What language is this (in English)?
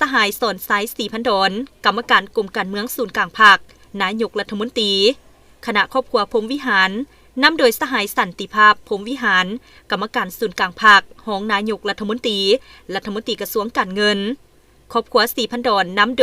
Lao